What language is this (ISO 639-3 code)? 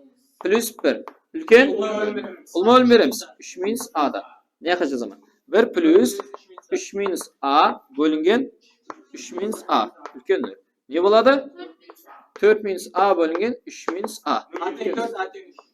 kaa